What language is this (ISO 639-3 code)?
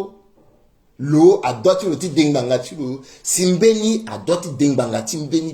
sag